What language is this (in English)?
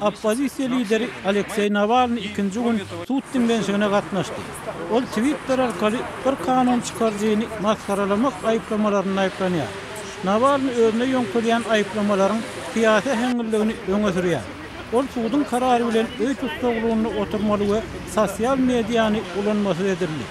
Turkmen